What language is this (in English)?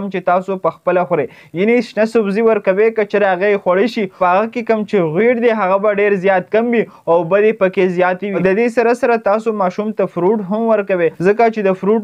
Pashto